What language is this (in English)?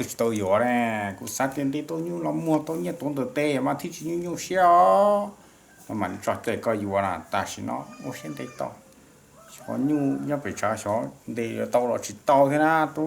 Hmong